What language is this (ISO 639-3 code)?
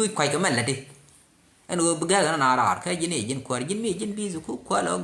nus